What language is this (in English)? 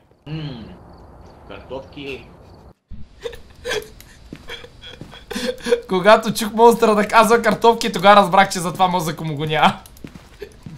Bulgarian